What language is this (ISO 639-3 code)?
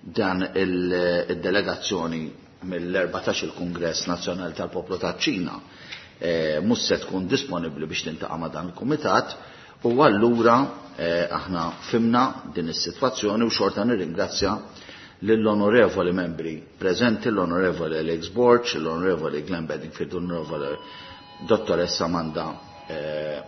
mlt